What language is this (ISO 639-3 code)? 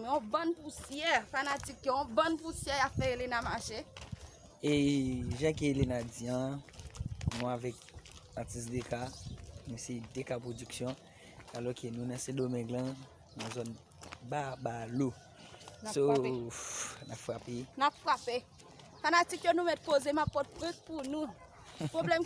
hat